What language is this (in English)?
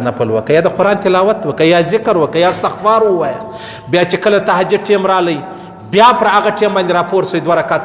Pashto